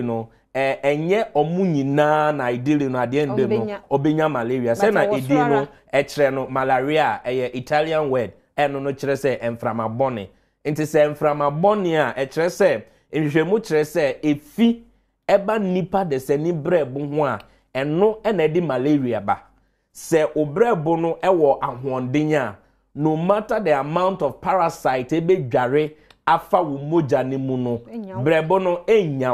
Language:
Akan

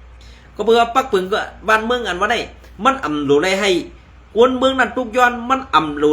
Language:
Shan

